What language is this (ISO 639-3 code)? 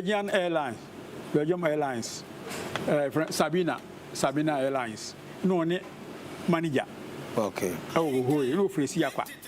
aka